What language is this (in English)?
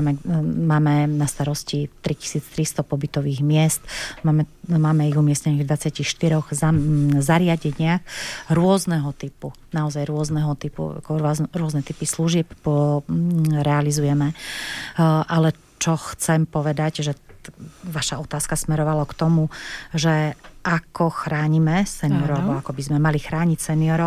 Slovak